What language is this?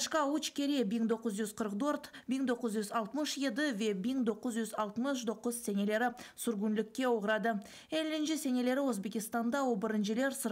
Crimean Tatar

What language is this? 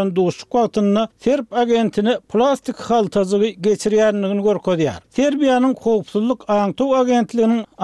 Turkmen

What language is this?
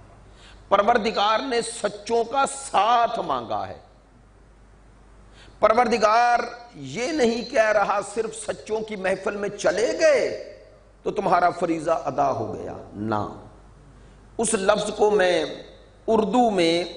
Urdu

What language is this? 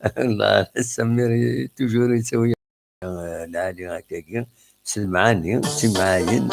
Kabyle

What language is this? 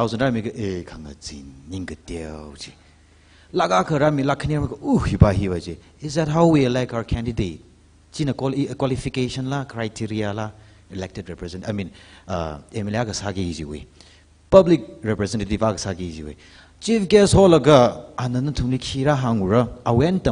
Tangkhul Naga (India)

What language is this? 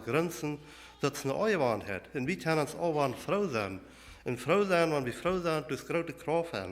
Plautdietsch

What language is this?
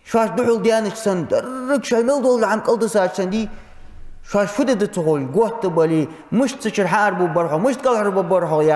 Ingush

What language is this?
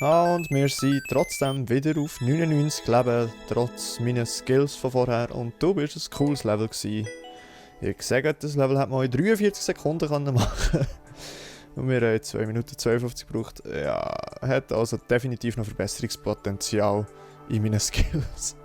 Swiss German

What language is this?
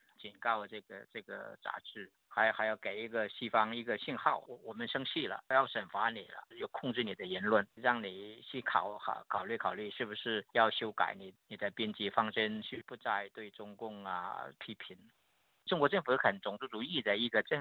Chinese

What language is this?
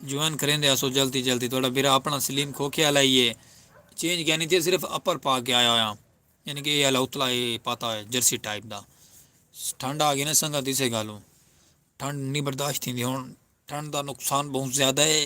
Saraiki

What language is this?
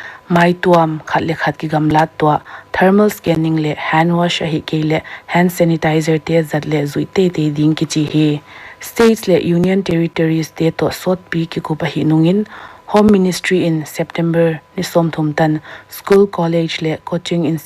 Paite Chin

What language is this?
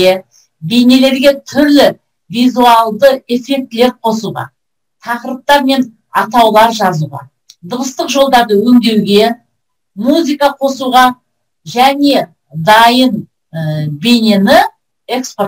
Kazakh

